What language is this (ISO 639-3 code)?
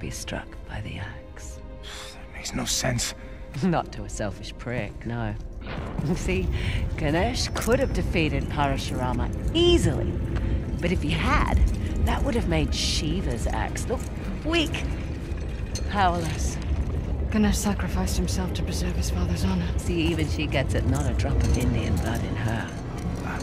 eng